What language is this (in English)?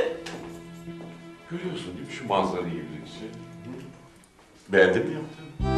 Turkish